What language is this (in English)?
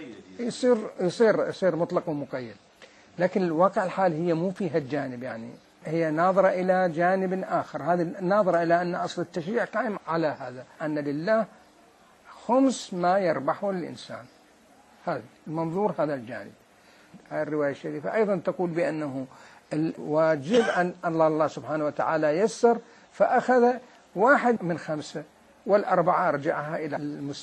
Mesopotamian Arabic